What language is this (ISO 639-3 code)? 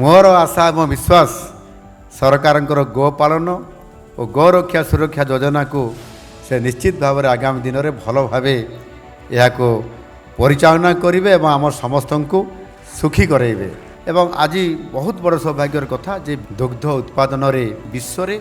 ori